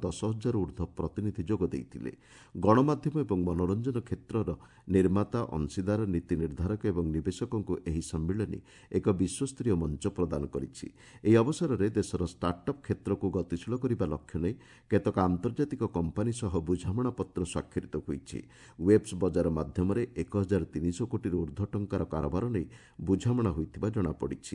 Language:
Odia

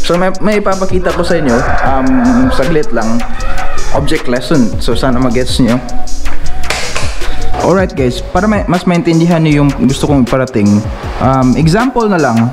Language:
Filipino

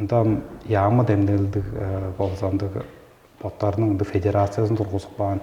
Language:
Tuvinian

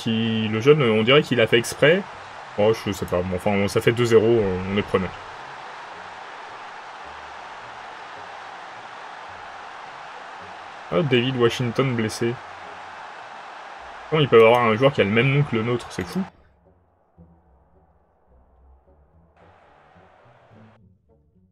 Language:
French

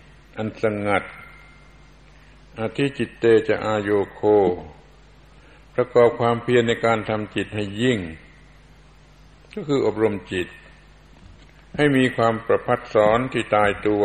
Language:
Thai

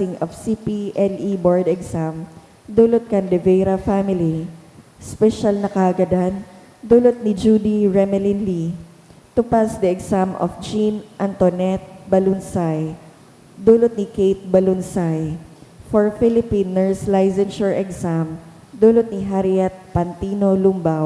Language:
Bikol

